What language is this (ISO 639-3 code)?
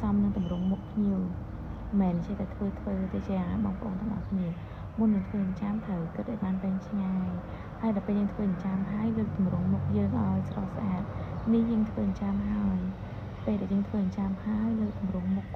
khm